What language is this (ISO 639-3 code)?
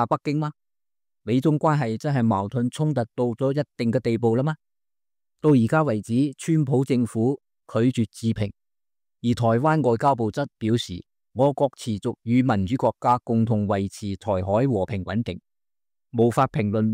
yue